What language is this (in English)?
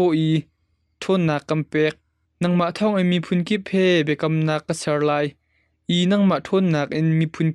Hakha Chin